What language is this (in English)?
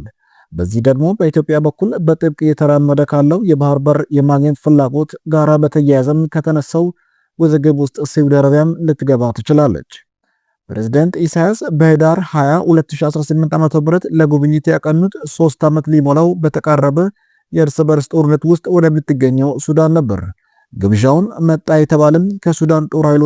Amharic